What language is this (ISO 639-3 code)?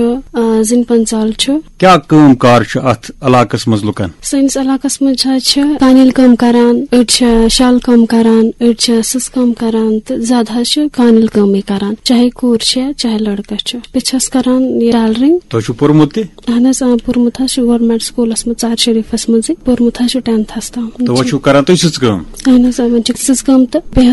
kas